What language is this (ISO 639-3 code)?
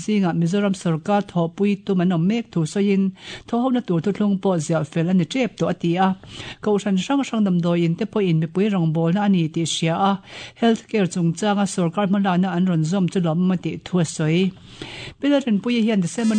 lus